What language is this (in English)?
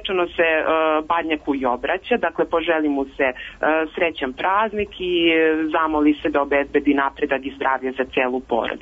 Serbian